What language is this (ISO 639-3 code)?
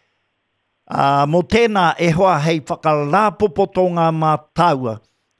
mri